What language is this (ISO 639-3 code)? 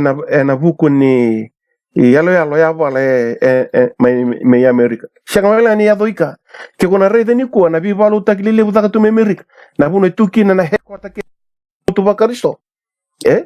fij